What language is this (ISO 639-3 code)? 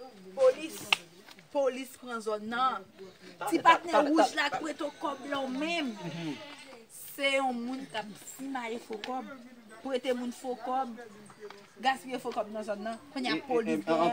hat